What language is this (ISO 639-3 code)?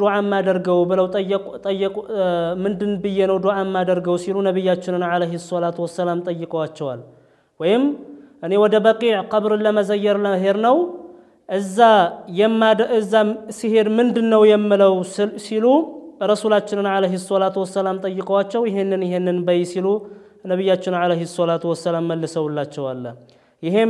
amh